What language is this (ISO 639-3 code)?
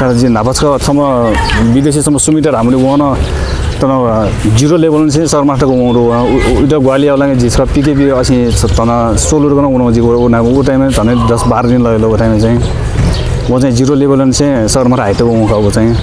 new